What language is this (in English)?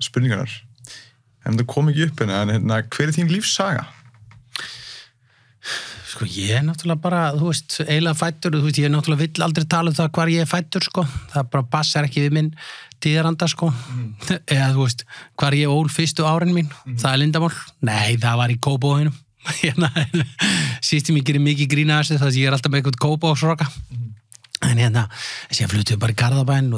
Icelandic